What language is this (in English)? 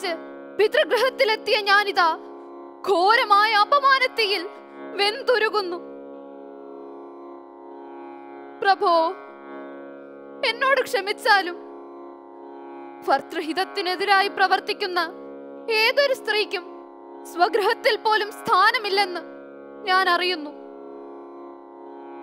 Malayalam